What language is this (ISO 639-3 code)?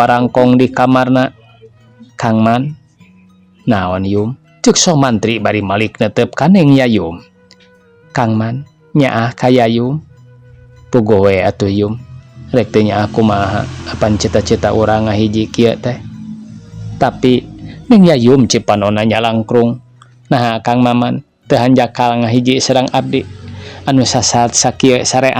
sun